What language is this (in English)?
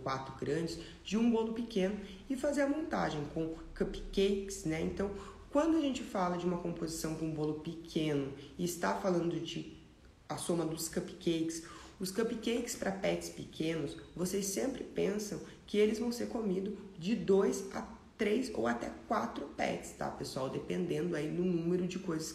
Portuguese